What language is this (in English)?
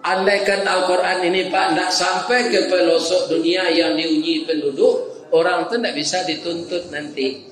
Minangkabau